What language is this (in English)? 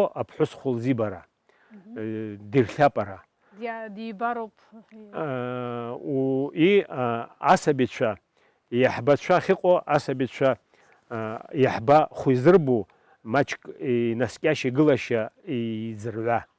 Abkhazian